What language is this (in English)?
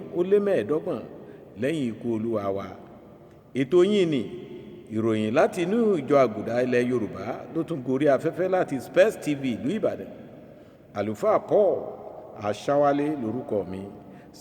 Yoruba